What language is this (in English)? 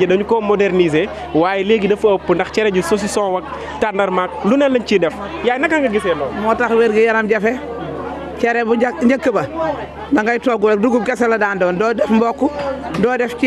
Wolof